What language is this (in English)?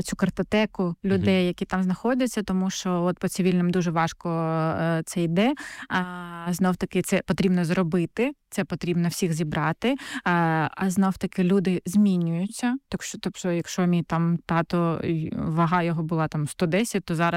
Ukrainian